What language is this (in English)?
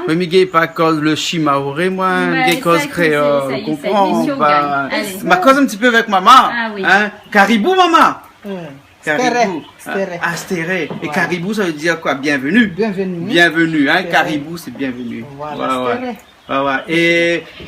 Réunion Creole French